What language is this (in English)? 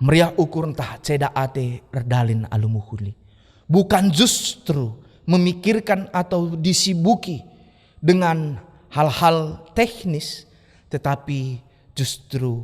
Batak Karo